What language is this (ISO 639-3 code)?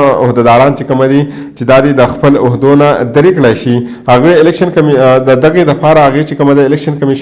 pus